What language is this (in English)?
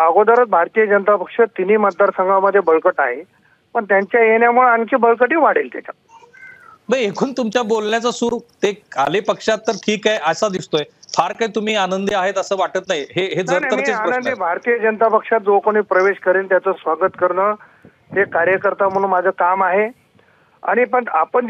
Marathi